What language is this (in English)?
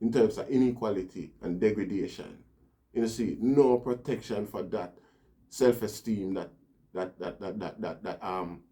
Jamaican Creole English